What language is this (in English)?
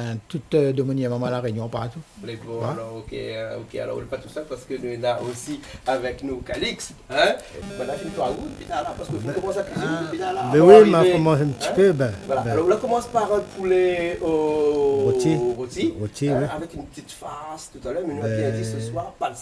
Réunion Creole French